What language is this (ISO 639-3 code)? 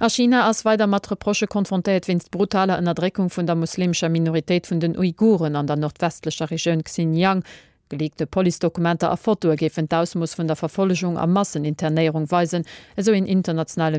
ltz